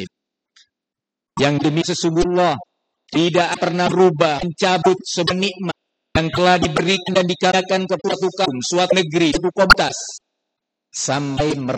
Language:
Indonesian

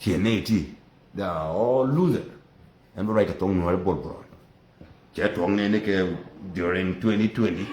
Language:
Nuer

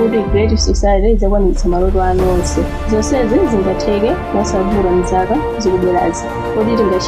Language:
Nyanja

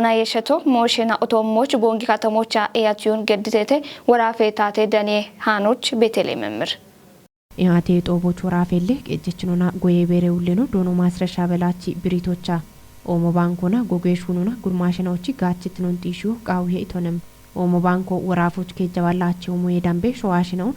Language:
Kafa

